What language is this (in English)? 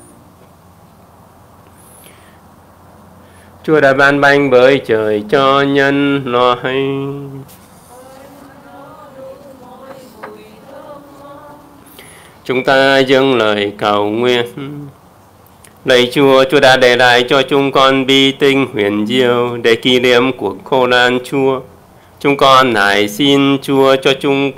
Vietnamese